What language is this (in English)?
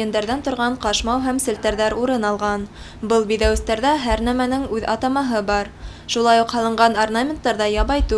Bashkir